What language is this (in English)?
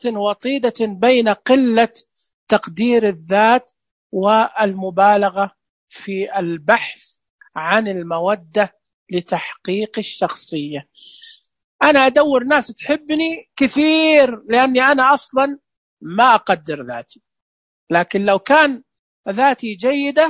Najdi Arabic